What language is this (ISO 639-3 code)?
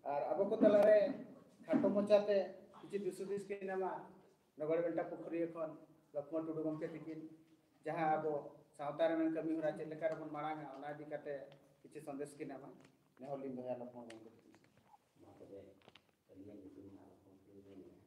sat